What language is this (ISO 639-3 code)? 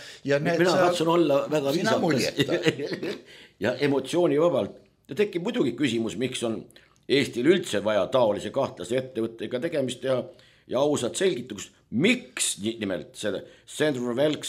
est